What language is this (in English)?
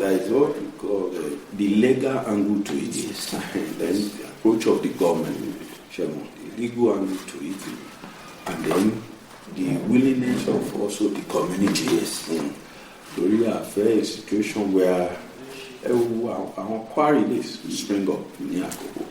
Yoruba